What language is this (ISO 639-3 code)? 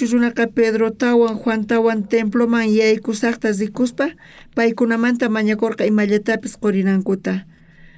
quh